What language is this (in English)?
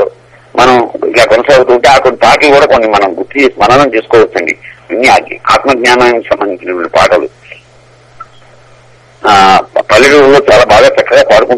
Telugu